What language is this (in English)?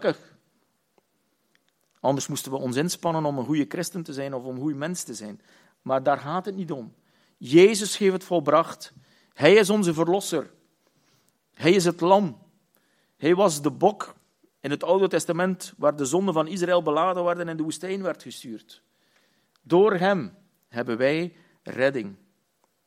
Dutch